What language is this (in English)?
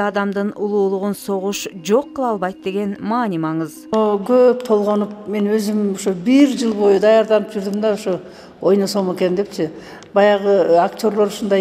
Kyrgyz